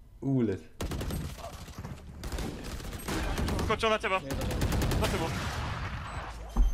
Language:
Slovak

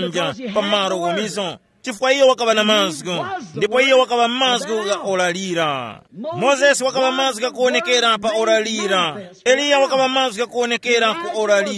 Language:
Tumbuka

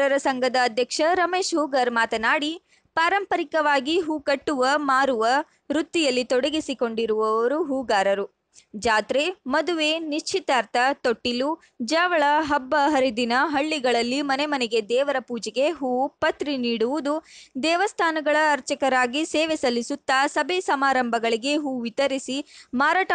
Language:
Kannada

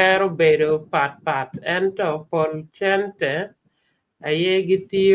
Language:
Acoli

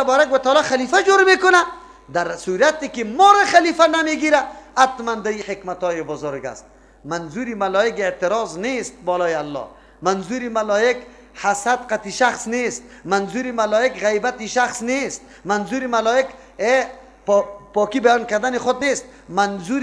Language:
Persian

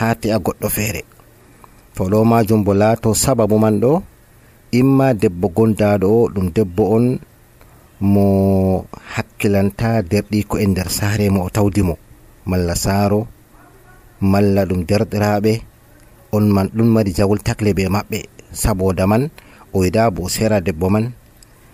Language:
Nigerian Fulfulde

